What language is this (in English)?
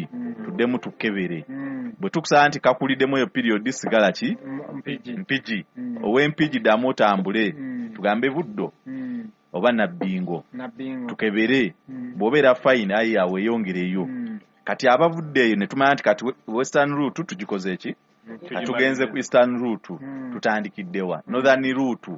Ganda